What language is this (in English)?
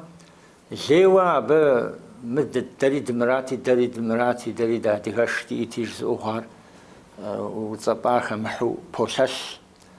Kabardian